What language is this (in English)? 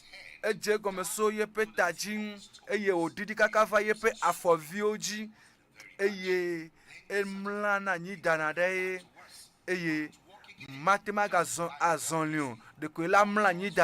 Ewe